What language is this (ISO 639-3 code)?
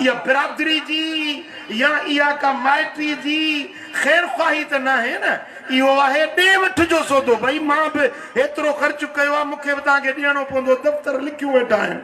snd